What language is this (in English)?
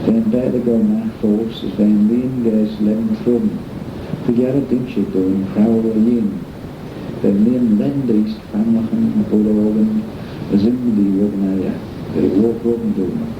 Manx